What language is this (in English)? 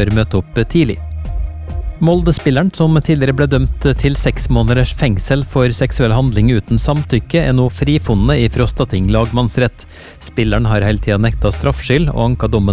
Norwegian